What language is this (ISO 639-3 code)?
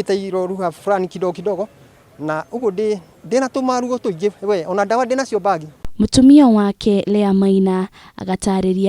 kik